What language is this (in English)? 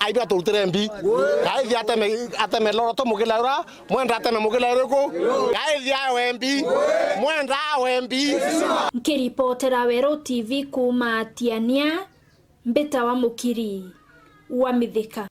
Meru